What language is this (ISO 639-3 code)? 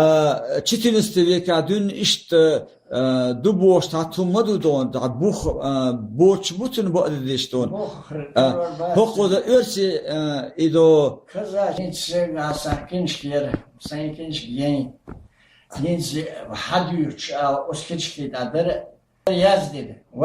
che